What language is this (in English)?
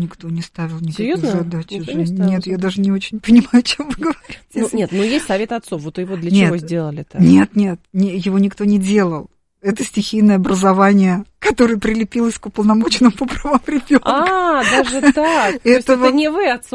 Russian